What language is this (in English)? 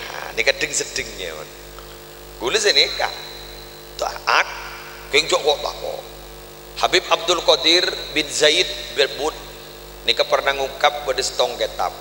Madurese